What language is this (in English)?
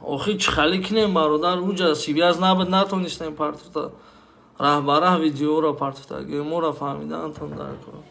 Tajik